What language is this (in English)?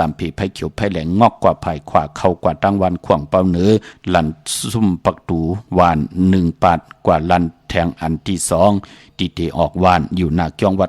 Shan